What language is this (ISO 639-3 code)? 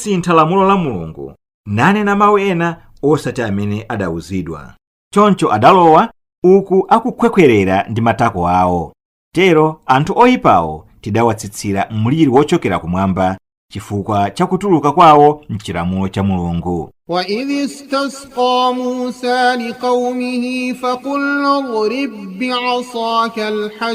nya